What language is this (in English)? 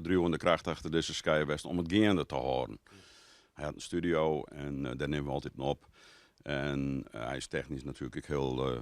Western Frisian